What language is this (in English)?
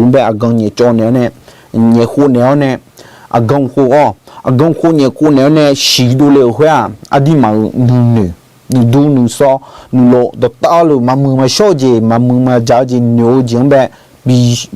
Akha